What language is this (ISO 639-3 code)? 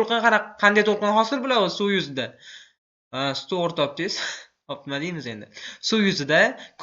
uzb